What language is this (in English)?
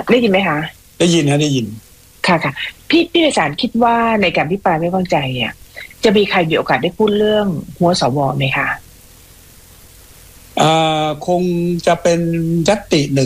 Thai